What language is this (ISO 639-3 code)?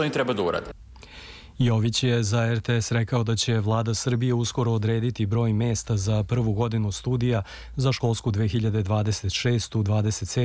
srp